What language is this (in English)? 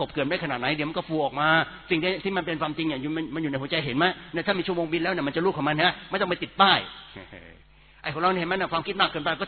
Thai